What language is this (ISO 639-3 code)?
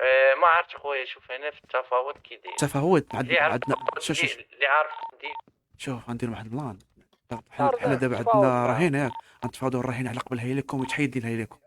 ary